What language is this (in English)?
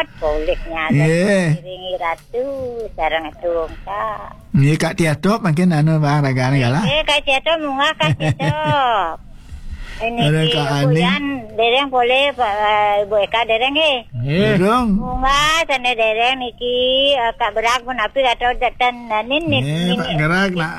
Balinese